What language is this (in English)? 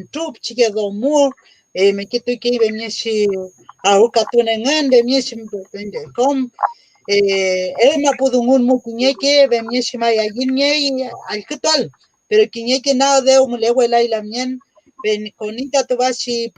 Mapuche